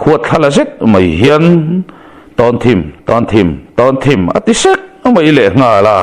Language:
Mizo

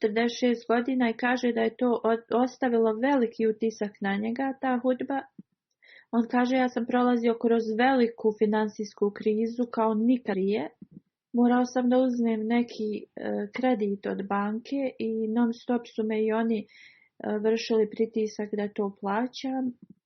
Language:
Bosnian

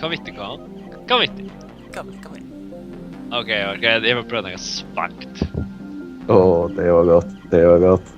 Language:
Faroese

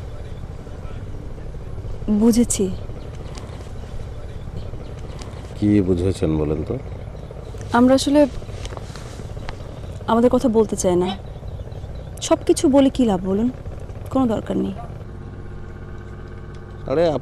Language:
Bangla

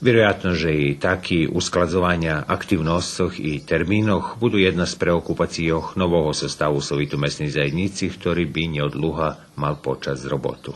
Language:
Rusyn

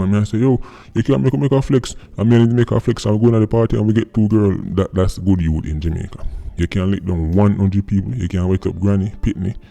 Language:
Jamaican Creole English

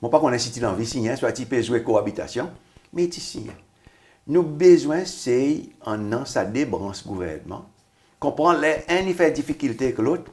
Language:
Seselwa Creole French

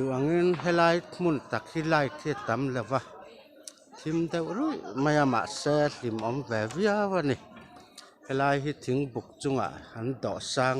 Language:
Mizo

